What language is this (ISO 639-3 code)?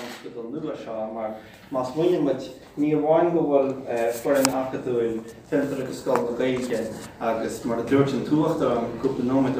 gle